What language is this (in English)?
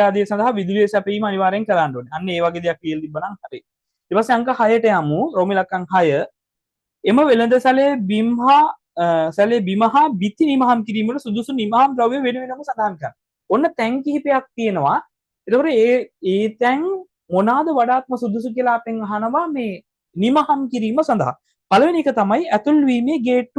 Sinhala